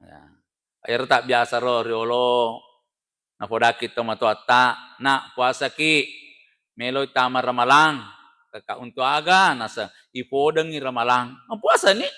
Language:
Buginese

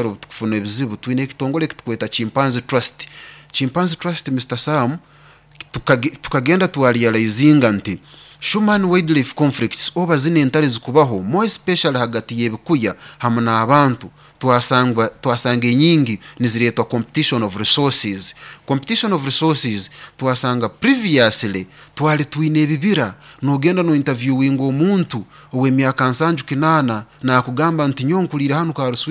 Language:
Nyoro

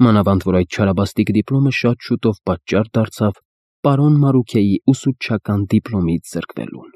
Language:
Armenian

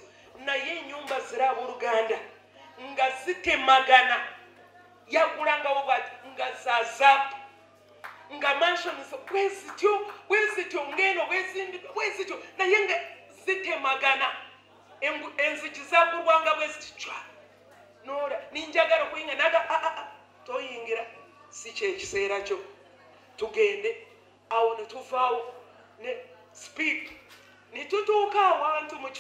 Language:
Ganda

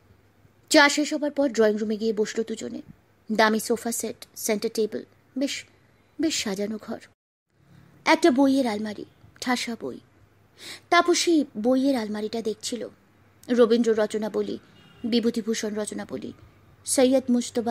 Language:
Bangla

